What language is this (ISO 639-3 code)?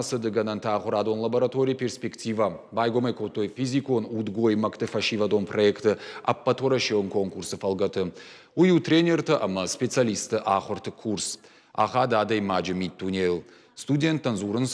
oss